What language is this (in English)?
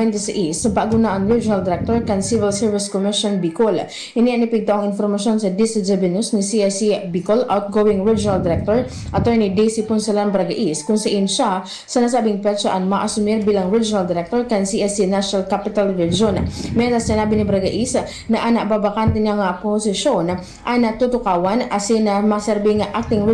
Bikol